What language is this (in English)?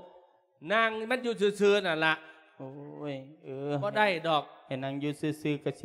Lao